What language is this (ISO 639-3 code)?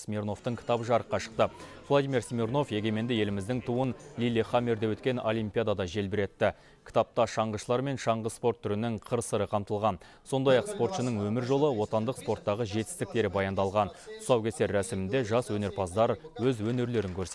kaz